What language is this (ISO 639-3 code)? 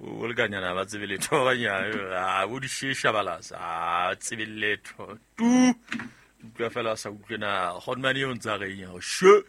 sot